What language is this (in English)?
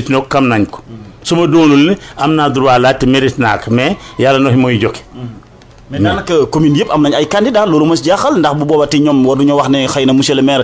Wolof